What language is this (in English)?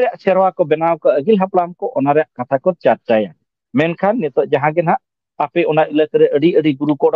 Santali